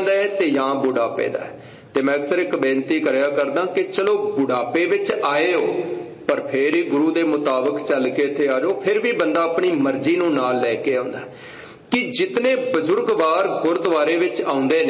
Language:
Punjabi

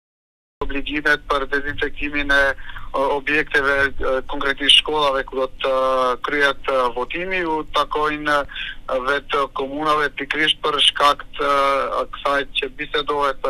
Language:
Macedonian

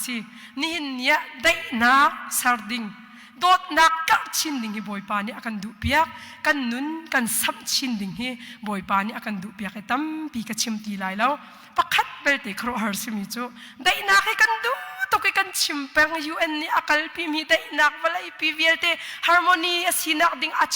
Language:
Hakha Chin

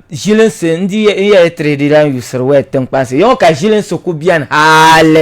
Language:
Dagbani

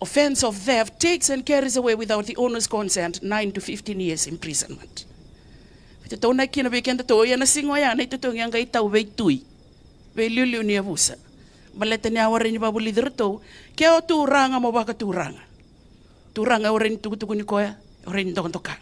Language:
Fijian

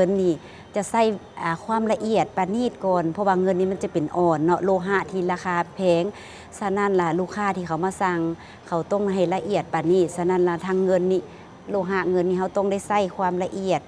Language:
Lao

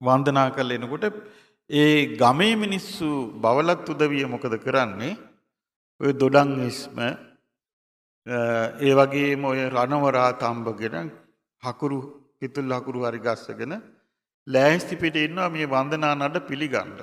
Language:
Sinhala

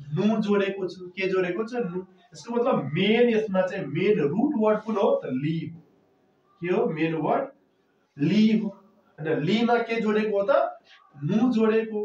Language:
Nepali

